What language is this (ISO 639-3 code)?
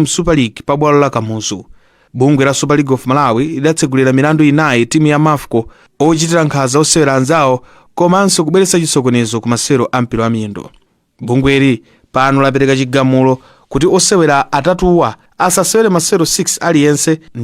nya